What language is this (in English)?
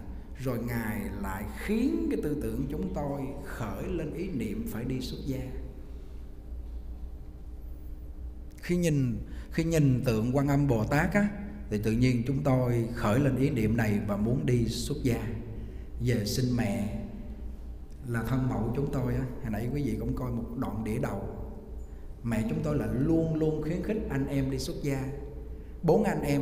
Vietnamese